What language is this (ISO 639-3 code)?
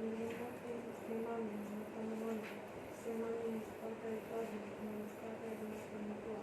fij